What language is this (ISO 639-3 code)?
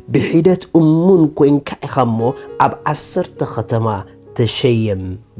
tir